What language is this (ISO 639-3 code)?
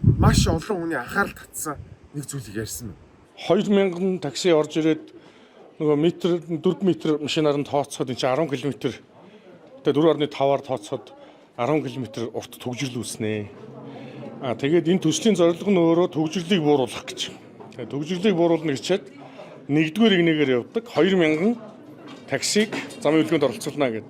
mon